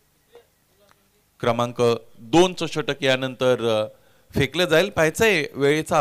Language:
Marathi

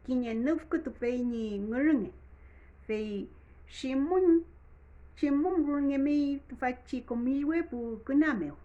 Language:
Mapuche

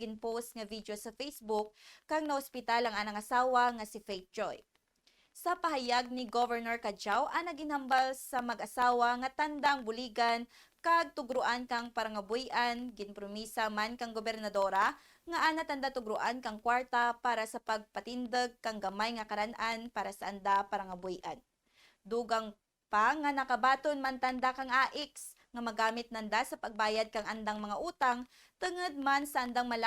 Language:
Kinaray-a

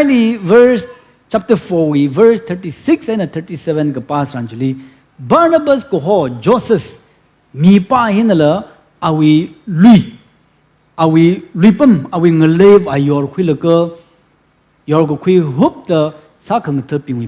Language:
Tangkhul Naga (India)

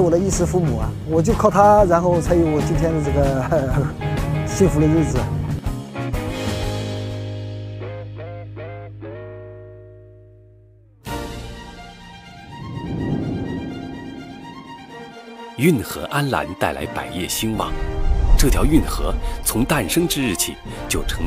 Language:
Chinese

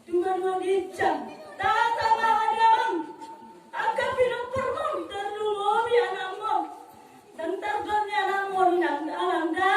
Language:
Batak Toba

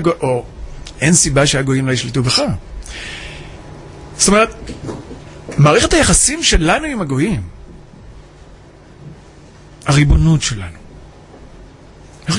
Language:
Hebrew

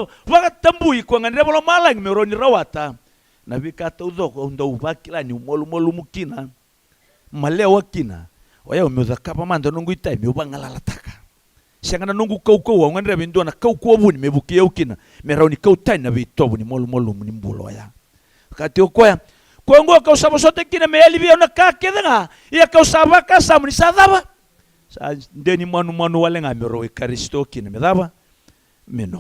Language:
Fijian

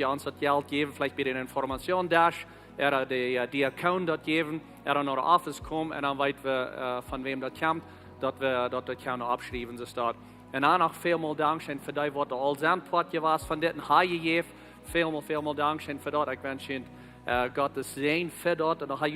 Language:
Plautdietsch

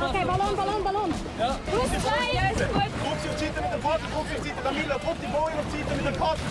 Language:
Romansh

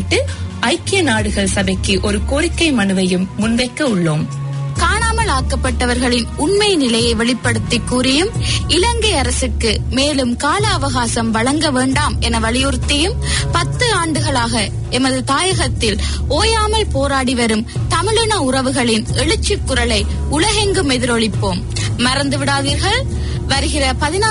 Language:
Tamil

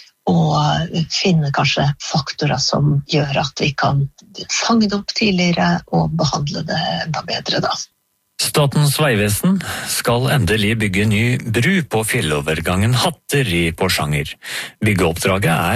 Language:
Norwegian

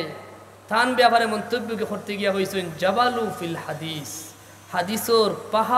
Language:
Sylheti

